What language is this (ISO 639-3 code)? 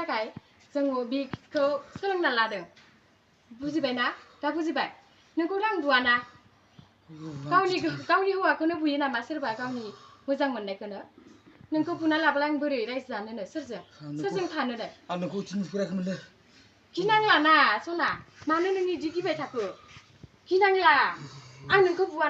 brx